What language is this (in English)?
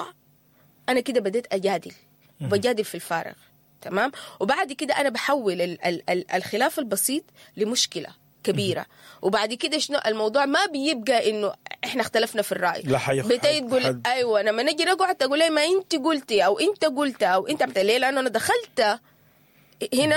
Sudanese Arabic